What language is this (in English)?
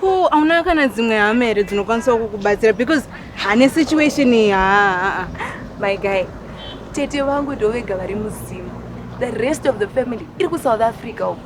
Shona